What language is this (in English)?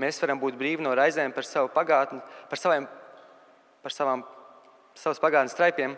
Latvian